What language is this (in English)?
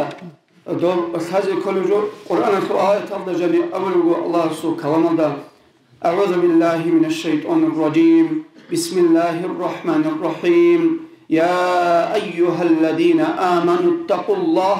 Avaric